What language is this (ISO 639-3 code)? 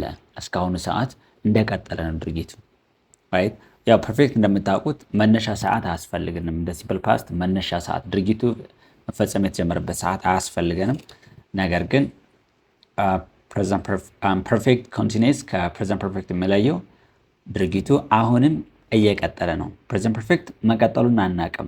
amh